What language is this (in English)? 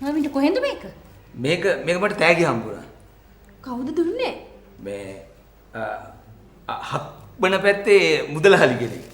Sinhala